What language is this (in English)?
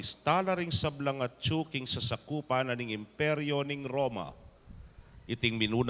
Pampanga